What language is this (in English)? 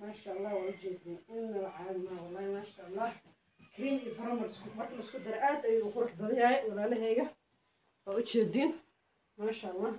Somali